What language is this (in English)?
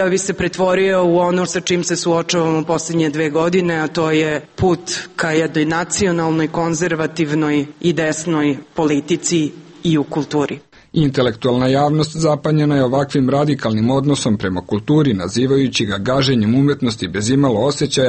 Serbian